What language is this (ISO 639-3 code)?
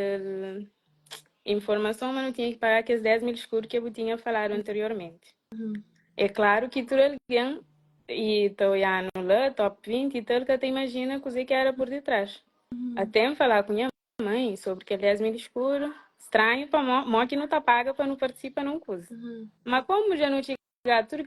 kea